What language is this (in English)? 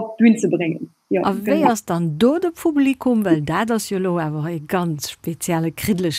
Luxembourgish